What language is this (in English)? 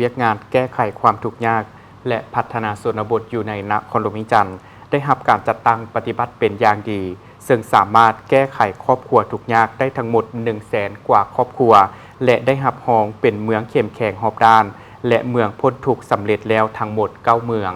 Lao